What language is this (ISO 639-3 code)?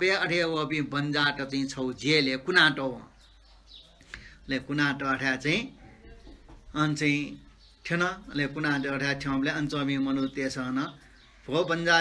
new